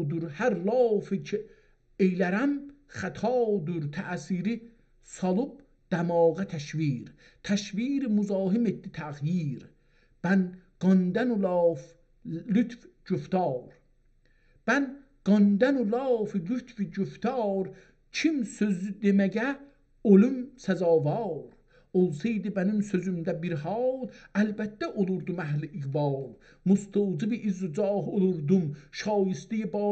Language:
South Azerbaijani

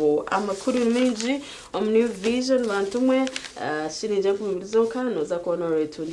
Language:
Nyankole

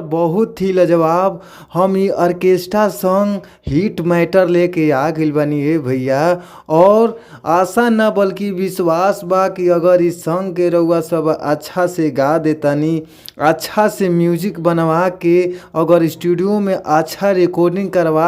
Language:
Bhojpuri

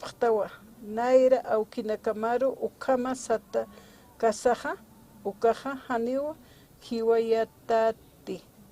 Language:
Aymara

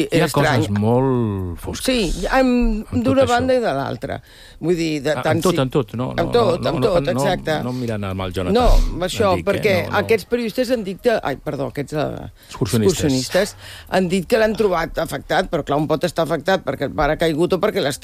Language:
Catalan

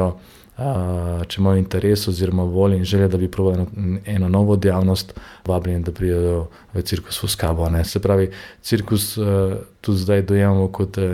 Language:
Slovenian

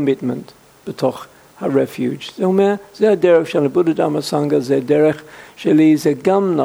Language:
Hebrew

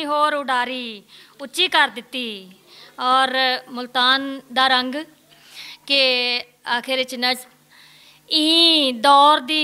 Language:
Western Panjabi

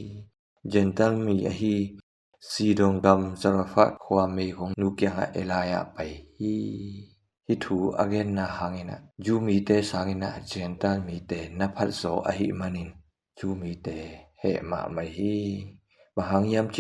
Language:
Tedim Chin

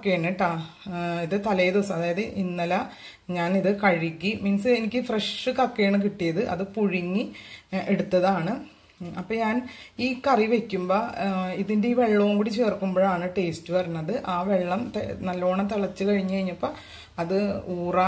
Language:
Malayalam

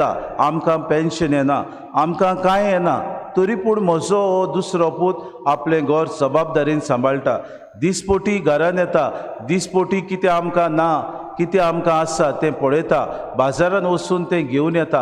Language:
Konkani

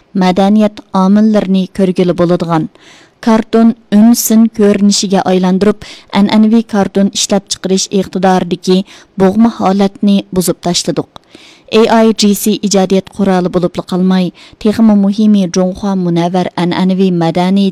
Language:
Uyghur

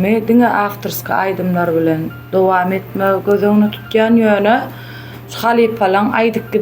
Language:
Turkmen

